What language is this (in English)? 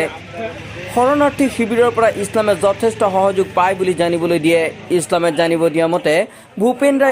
Assamese